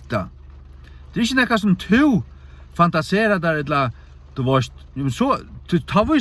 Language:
Faroese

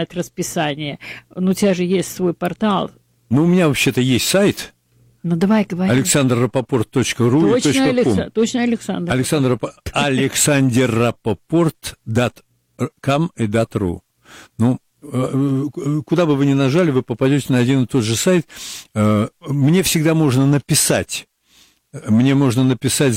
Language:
Russian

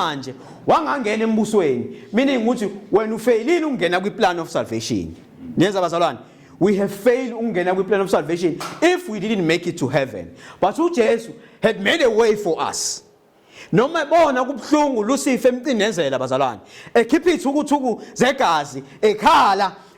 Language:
Zulu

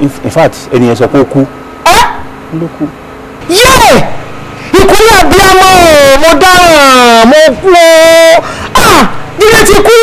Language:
Yoruba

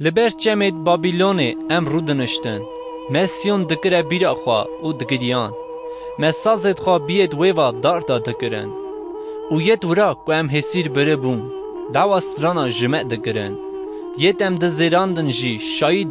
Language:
Kurdish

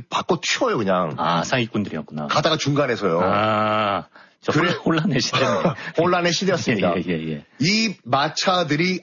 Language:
Korean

